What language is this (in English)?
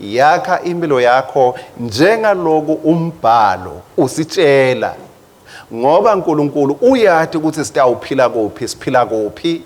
Swati